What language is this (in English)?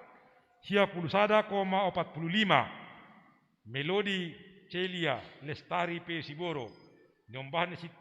Batak Simalungun